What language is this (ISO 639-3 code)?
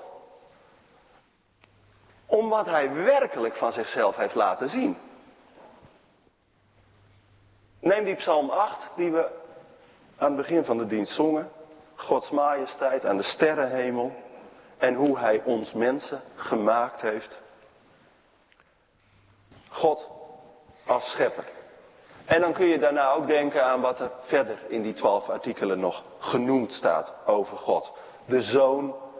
nld